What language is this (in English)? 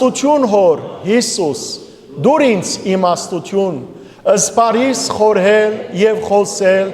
Western Armenian